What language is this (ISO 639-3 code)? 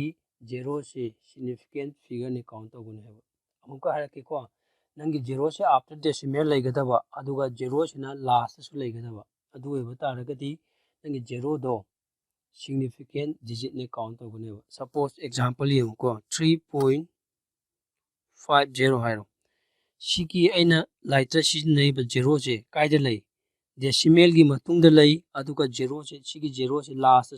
mni